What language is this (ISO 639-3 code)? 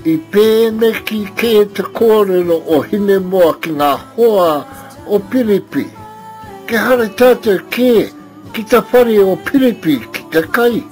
mri